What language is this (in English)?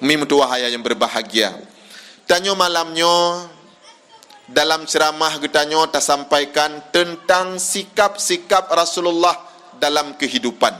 Achinese